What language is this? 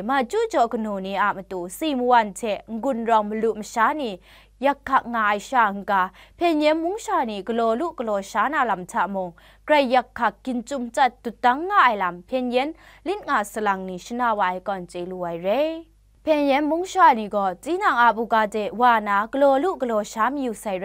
Kachin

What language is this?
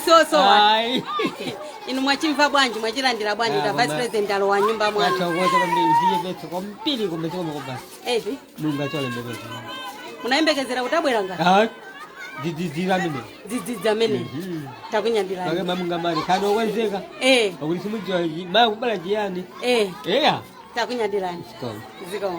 Nyanja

